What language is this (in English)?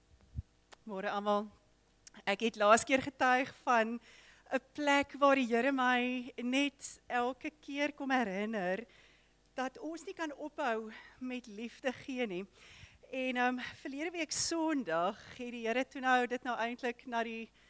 Afrikaans